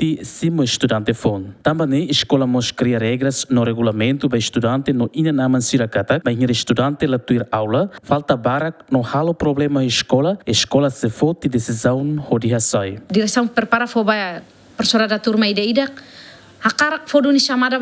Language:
Tetum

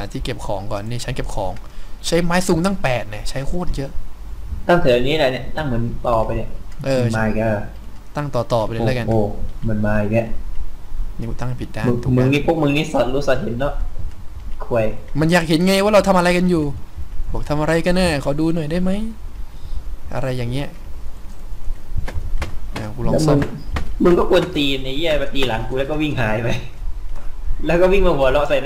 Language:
Thai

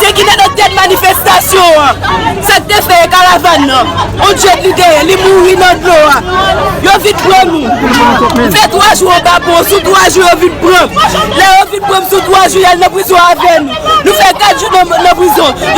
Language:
Haitian Creole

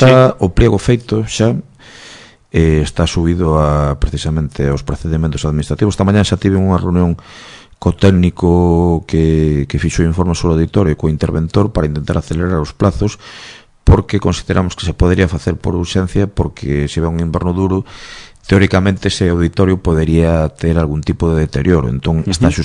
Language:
Galician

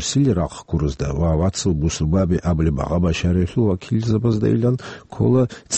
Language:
Avaric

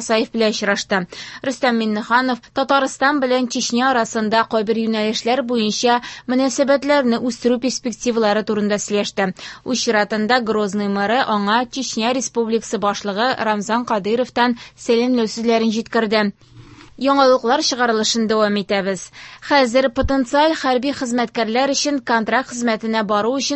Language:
Tatar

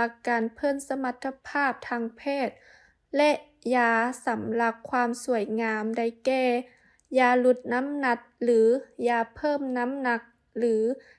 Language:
Lao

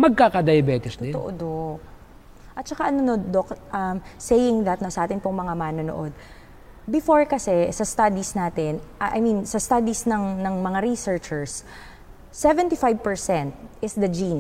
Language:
Filipino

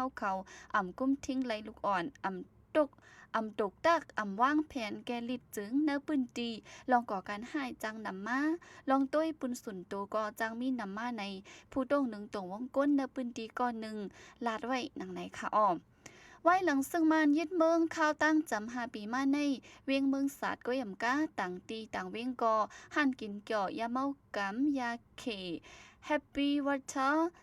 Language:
Shan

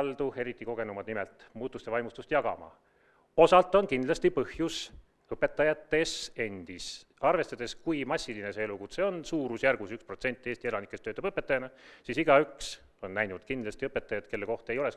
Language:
Estonian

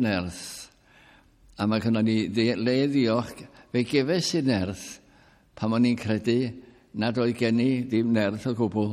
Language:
Welsh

